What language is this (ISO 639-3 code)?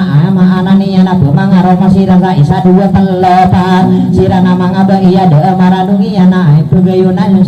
mrw